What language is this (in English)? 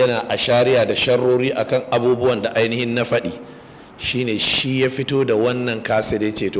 Hausa